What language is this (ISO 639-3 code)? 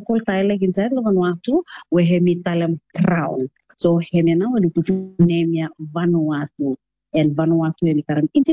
bis